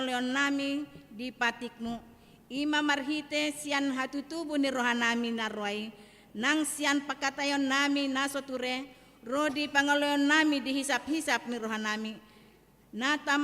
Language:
Batak Toba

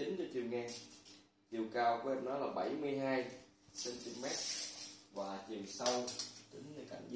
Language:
Vietnamese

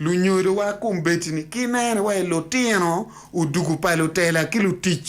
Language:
Acoli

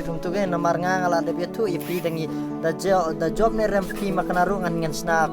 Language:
Khasi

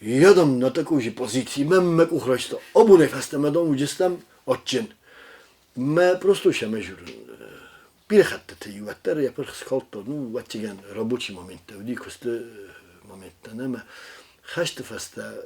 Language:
Ossetic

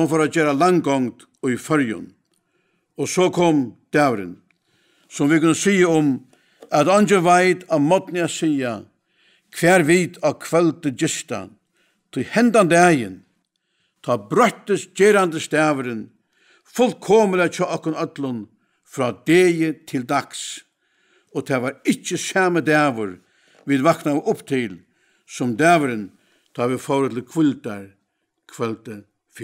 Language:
Faroese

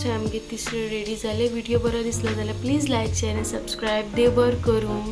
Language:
Konkani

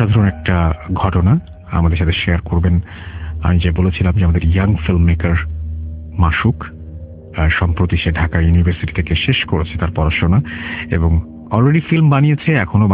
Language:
Bangla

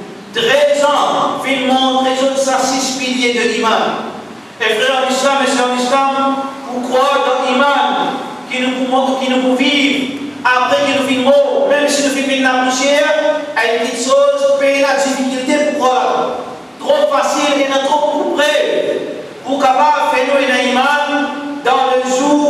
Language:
Morisyen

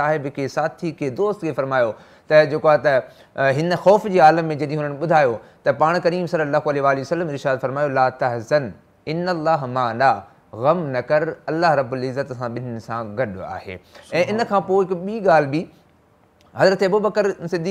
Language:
Sindhi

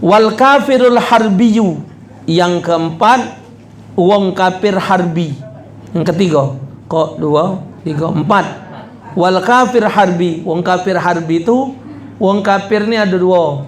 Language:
Musi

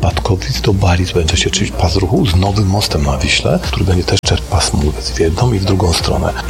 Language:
Polish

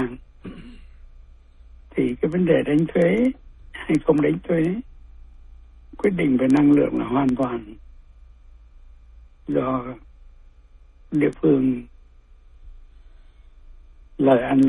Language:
Vietnamese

